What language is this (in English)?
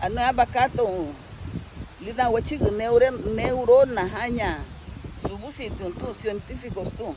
Garifuna